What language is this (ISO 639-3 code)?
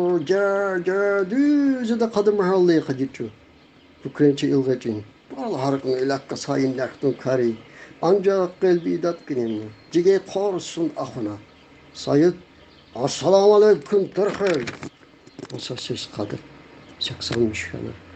tkr